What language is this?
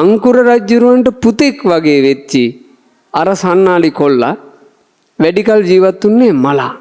Sinhala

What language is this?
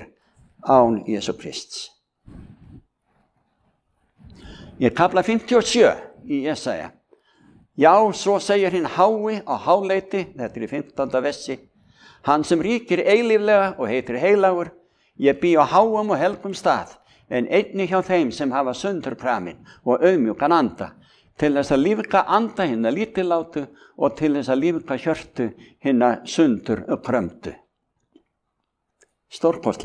Icelandic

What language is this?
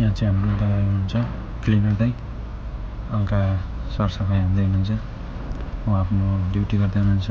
Nepali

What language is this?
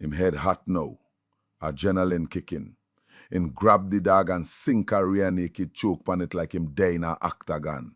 Jamaican Creole English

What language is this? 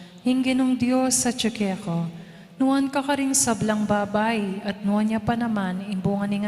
Pampanga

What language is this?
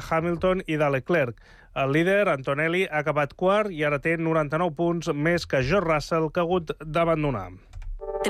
Catalan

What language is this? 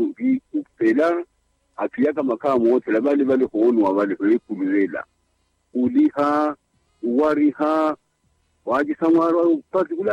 Makhuwa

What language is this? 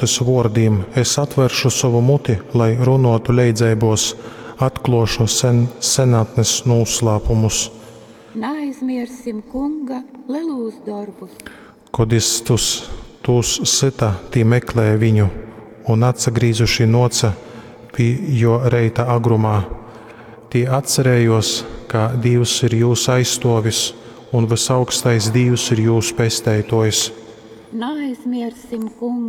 Latgalian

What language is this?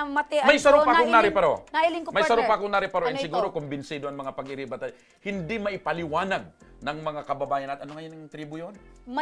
Bikol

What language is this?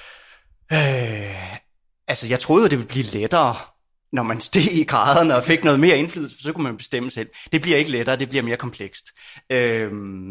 Danish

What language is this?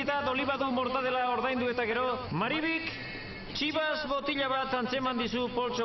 Basque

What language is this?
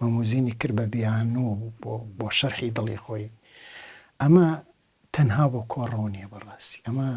Central Kurdish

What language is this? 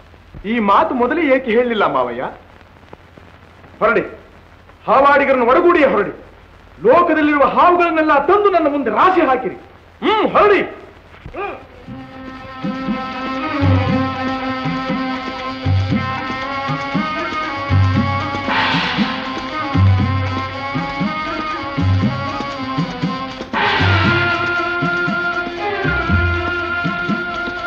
Kannada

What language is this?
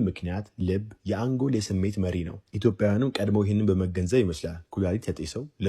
Amharic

